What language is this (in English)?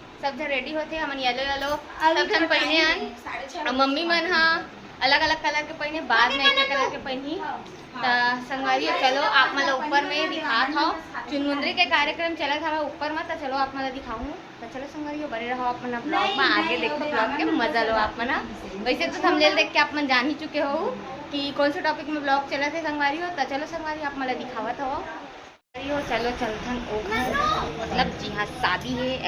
Chhattisgarhi